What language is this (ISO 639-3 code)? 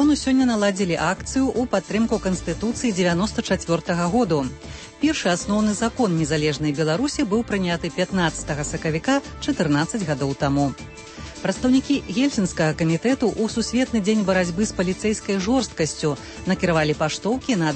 bel